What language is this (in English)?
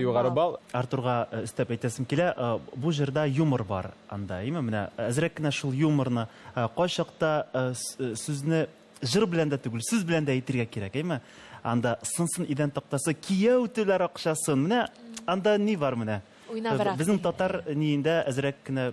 Tatar